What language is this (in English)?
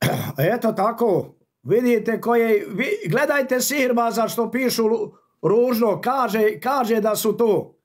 Bosnian